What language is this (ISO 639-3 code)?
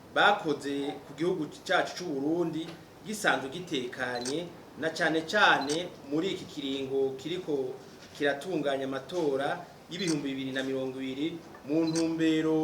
run